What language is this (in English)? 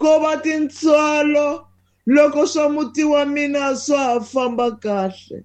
Tsonga